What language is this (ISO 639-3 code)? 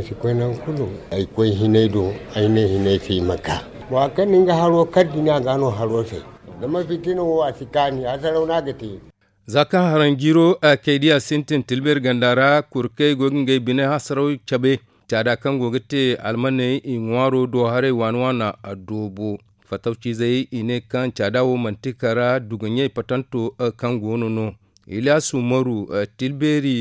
dje